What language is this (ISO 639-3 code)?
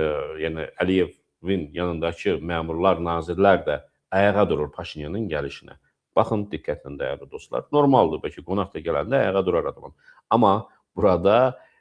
aze